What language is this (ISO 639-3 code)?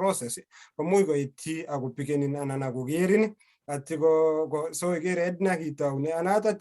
kln